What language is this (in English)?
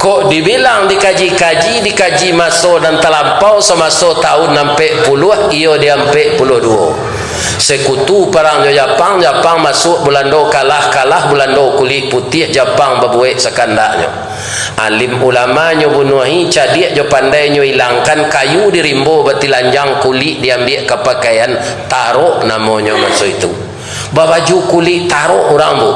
Minangkabau